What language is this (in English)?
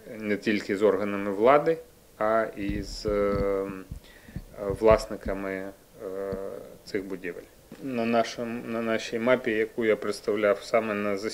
Ukrainian